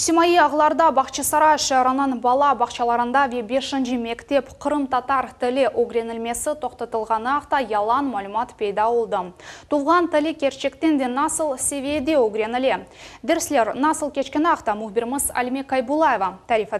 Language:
Crimean Tatar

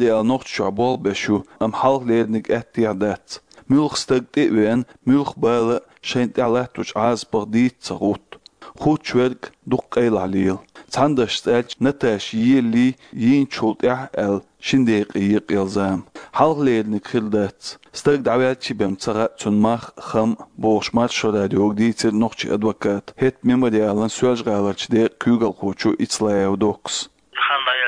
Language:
Chechen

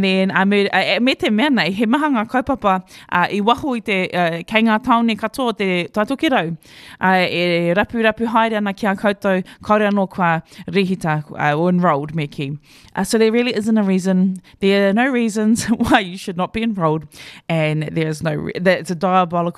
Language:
Māori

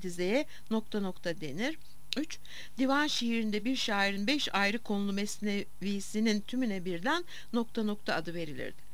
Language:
Turkish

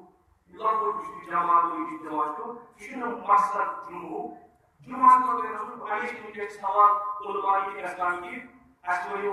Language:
Kashmiri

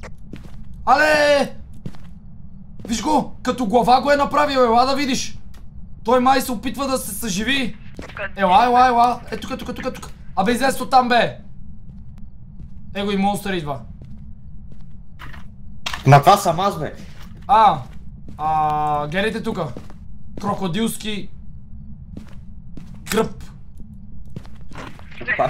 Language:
Bulgarian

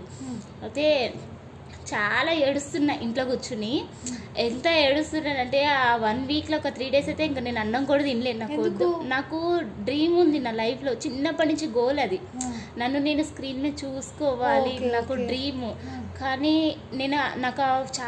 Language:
Telugu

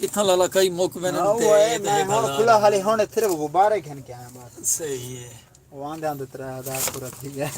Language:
Saraiki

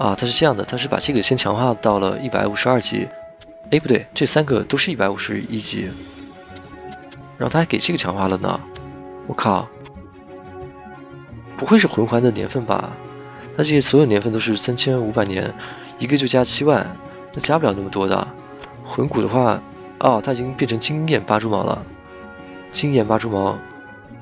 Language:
Chinese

